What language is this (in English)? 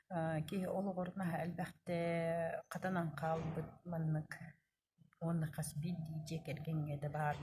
Yakut